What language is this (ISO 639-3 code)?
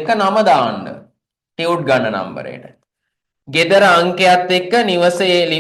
sin